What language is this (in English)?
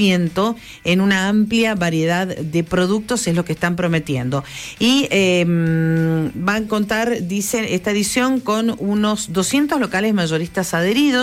Spanish